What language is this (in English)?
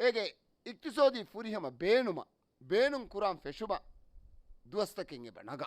Divehi